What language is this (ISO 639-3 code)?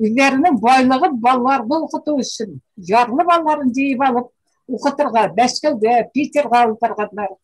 bak